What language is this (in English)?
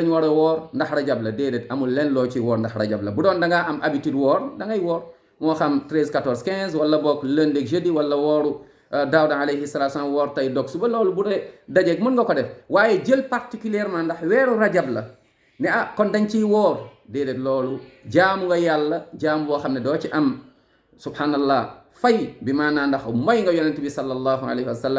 Wolof